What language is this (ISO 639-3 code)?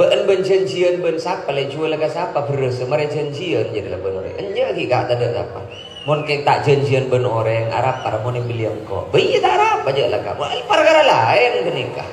mad